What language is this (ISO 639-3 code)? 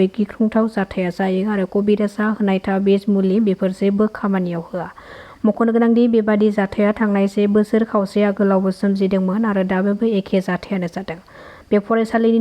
brx